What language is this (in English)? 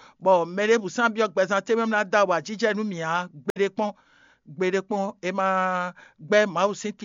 Fon